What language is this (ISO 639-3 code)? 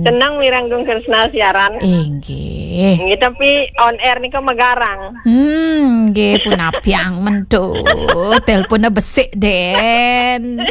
ban